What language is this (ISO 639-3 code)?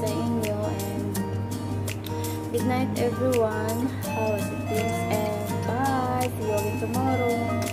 fil